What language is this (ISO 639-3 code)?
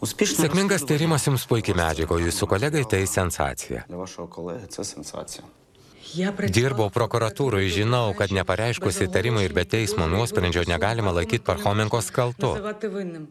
lit